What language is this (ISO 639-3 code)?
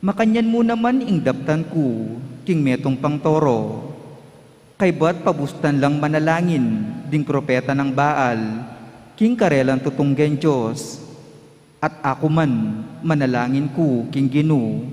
pam